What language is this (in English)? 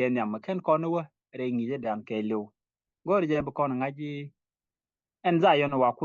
Nuer